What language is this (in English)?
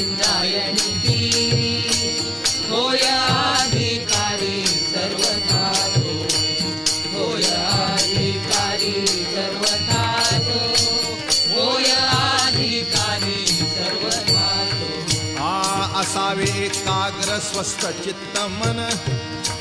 Marathi